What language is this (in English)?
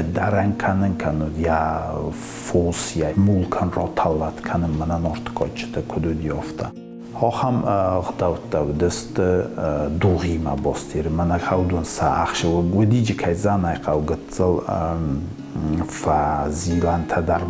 Ossetic